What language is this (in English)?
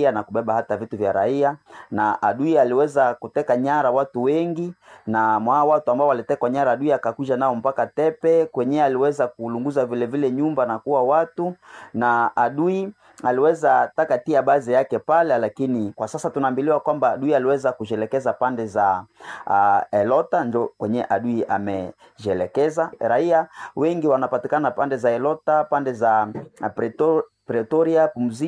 Swahili